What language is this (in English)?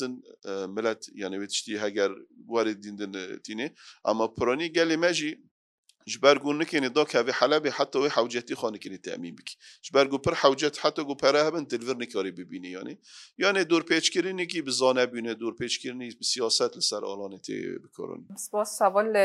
Kurdish